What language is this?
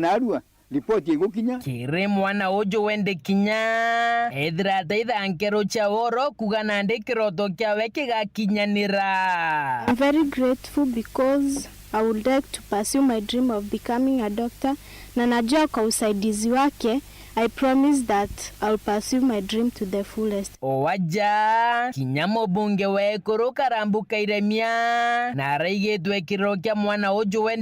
Meru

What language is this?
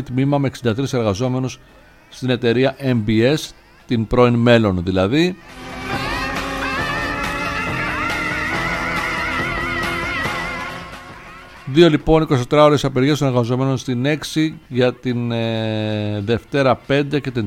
Greek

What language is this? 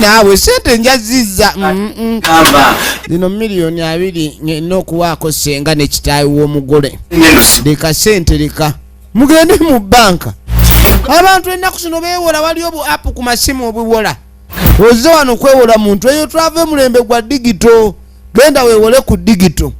Ganda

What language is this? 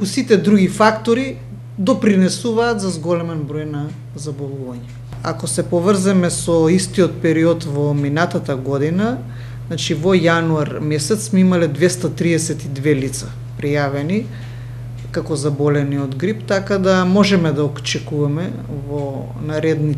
Macedonian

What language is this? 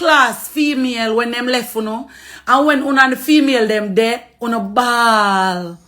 Jamaican Creole English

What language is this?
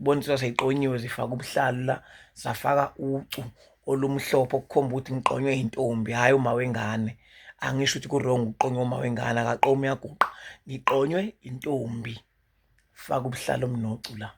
Zulu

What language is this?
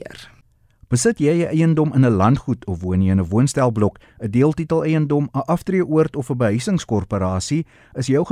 Afrikaans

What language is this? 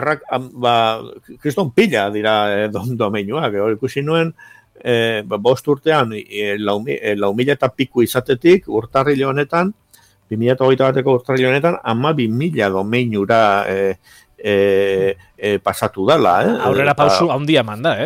Basque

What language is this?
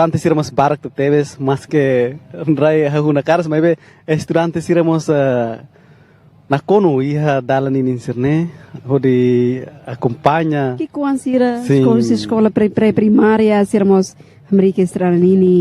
Tetum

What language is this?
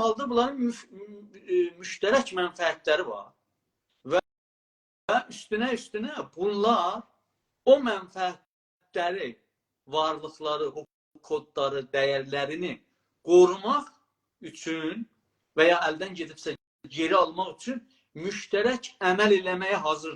South Azerbaijani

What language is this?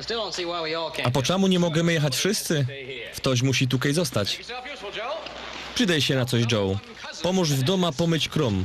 Silesian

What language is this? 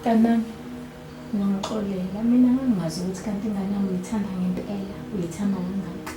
Zulu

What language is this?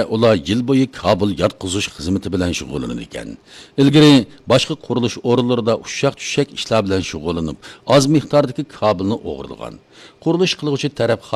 Uyghur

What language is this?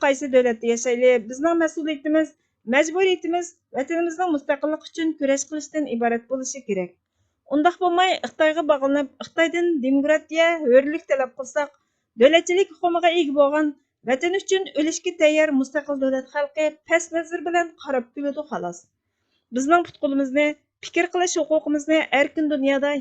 Uyghur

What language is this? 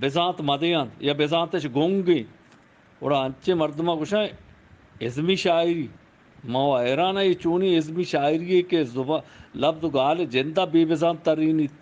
Eastern Balochi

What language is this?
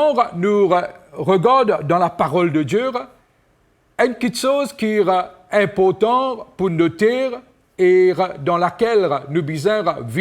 Morisyen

